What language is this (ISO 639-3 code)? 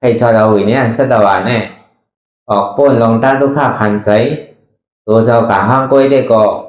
shn